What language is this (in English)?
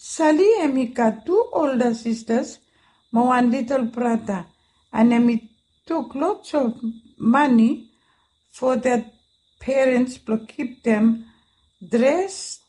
Bislama